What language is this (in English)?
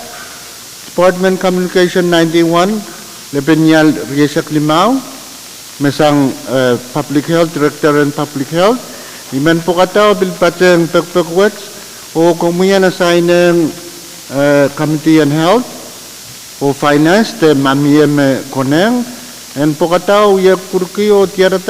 Pohnpeian